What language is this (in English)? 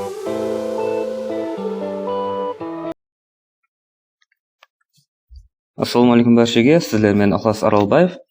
Kara-Kalpak